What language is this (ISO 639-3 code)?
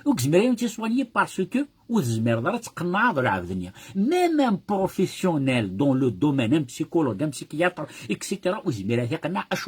kab